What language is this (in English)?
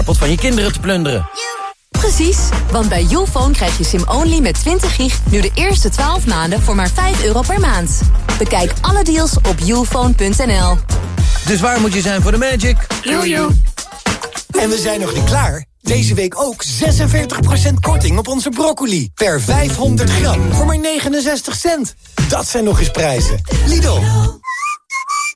Dutch